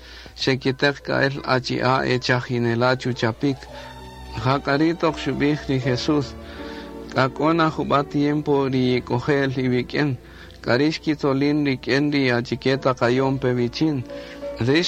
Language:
Kaqchikel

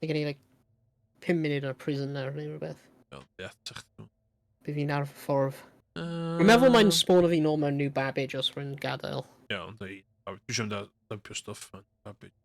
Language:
Welsh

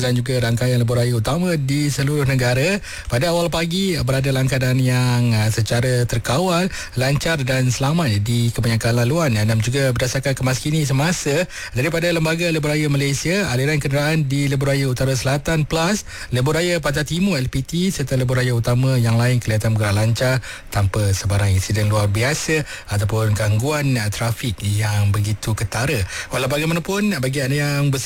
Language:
Malay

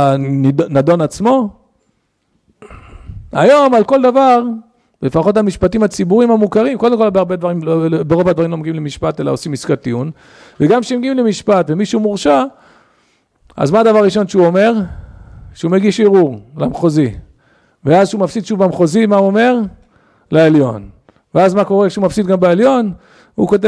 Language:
Hebrew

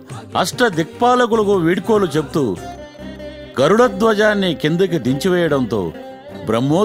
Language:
Telugu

